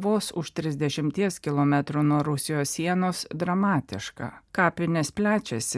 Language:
Lithuanian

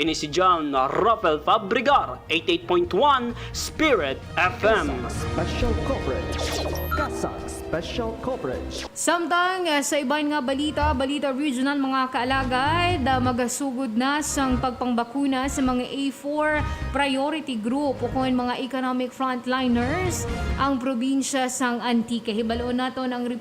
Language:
Hiligaynon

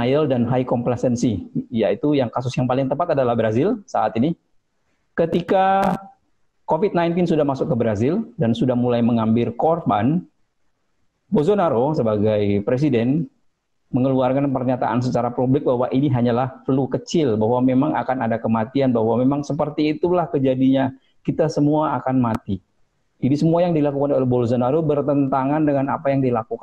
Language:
Indonesian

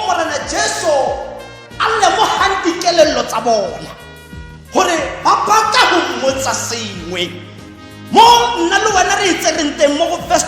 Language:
Tswana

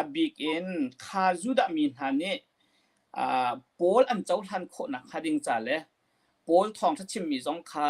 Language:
Hakha Chin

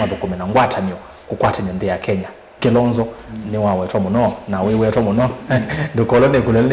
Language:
Kamba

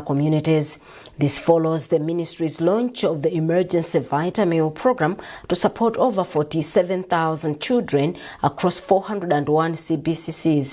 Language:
English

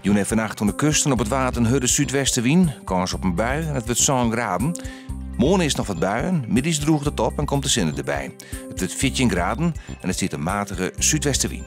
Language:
Western Frisian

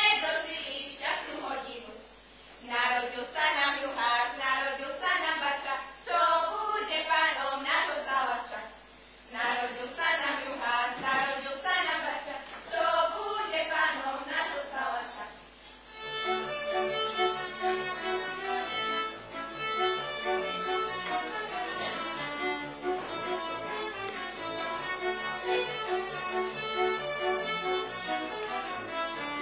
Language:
Slovak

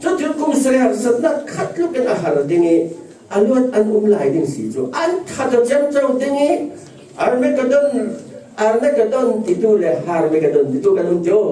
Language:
Falam Chin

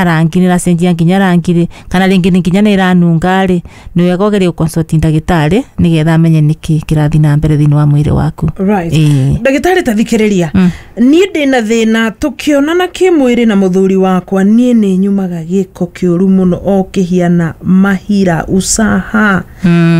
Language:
Kikuyu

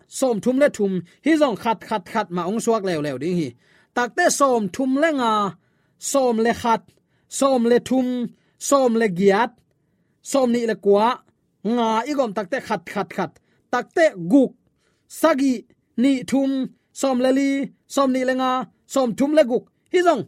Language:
Tedim Chin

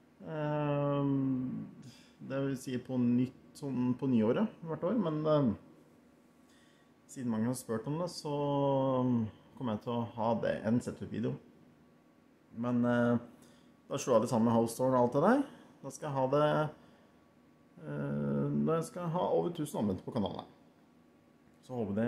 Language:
Norwegian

